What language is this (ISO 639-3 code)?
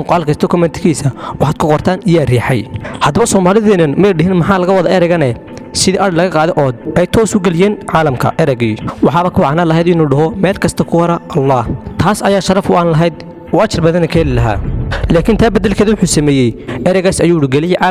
som